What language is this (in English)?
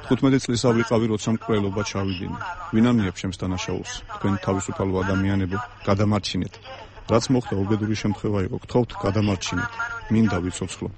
Georgian